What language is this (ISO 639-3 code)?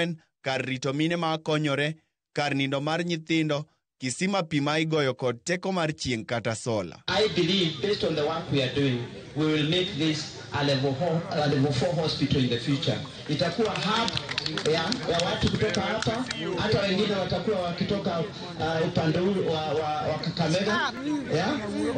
luo